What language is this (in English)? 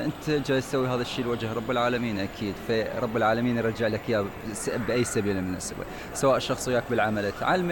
Mesopotamian Arabic